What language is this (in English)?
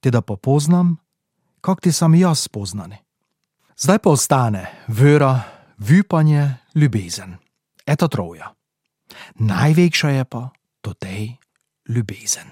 Slovenian